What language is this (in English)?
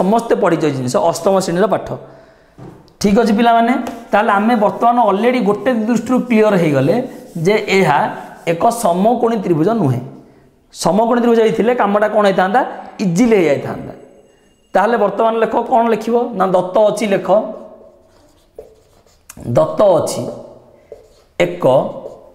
Odia